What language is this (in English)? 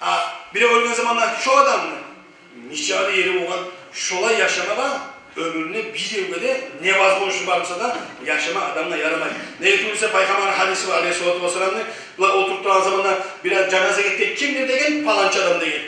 Kumyk